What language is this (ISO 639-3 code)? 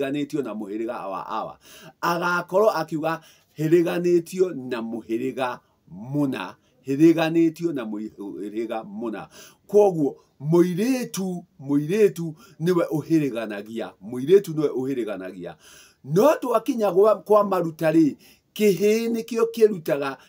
kik